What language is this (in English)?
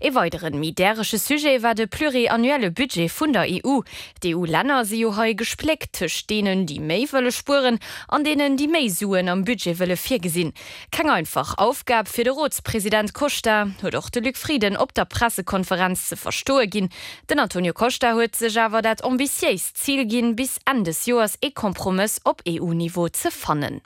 Luxembourgish